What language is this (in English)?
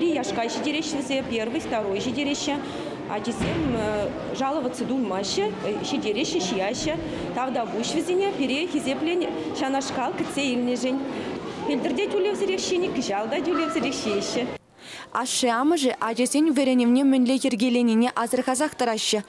Chuvash